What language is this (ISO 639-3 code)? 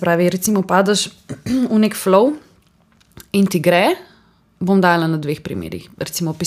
slv